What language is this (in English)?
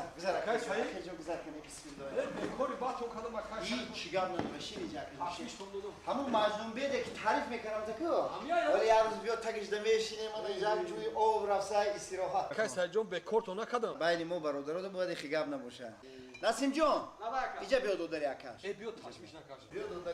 Tajik